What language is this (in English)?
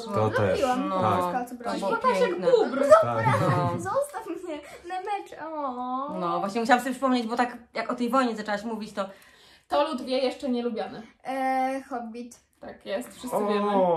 Polish